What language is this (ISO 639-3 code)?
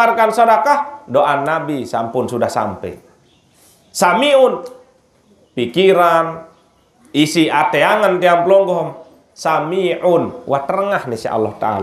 sas